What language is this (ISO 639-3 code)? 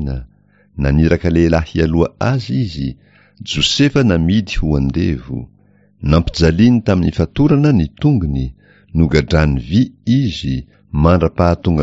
mlg